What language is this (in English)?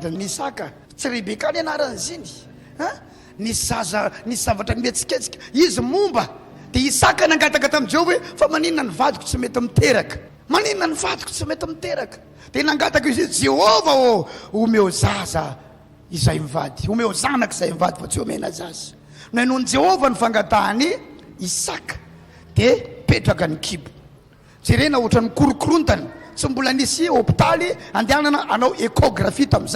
Malagasy